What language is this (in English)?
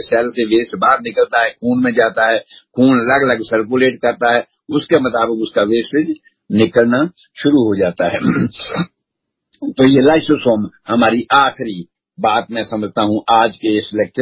Urdu